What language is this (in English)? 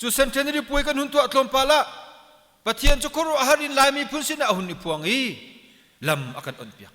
Hakha Chin